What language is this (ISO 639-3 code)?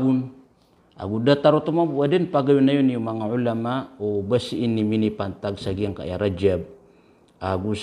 mrw